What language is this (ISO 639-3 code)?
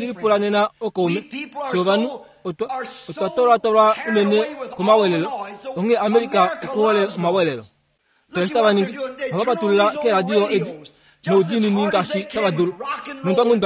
kua